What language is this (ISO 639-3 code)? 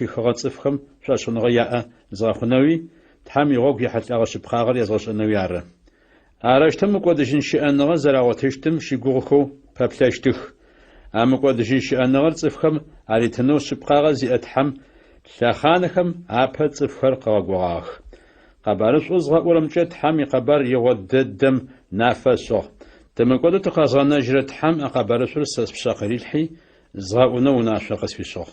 ady